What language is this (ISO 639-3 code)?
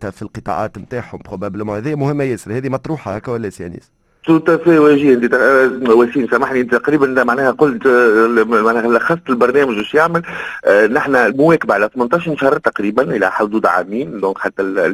aeb